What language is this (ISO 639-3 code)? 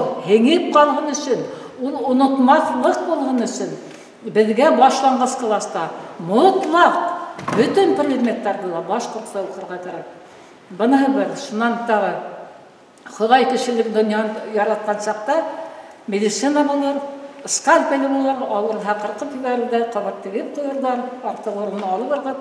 bak